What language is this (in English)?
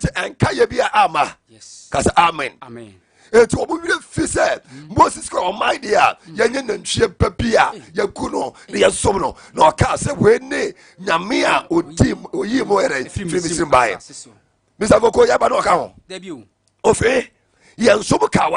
Akan